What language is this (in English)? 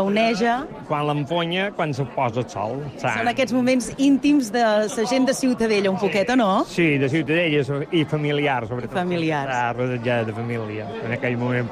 Catalan